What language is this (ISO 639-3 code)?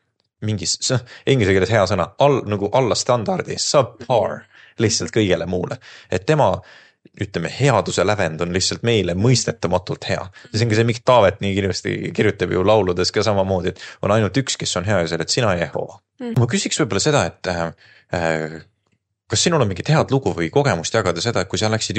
est